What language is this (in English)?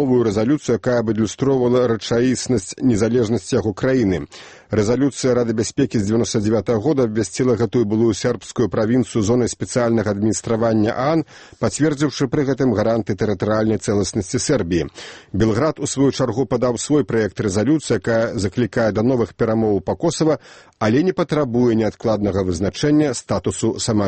Belarusian